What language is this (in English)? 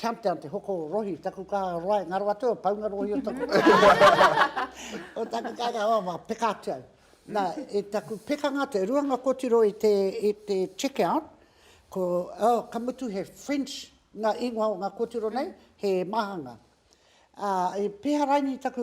Māori